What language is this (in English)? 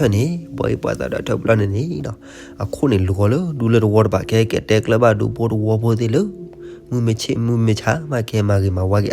S'gaw Karen